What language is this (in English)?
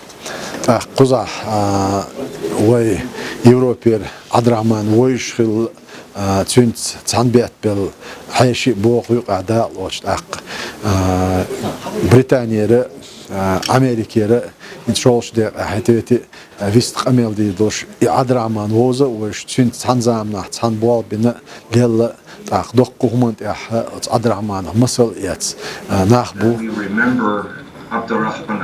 Chechen